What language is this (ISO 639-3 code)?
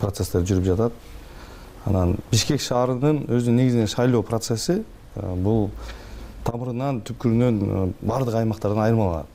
kir